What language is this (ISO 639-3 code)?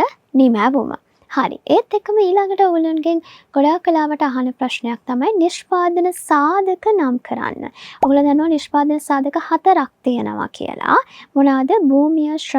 sin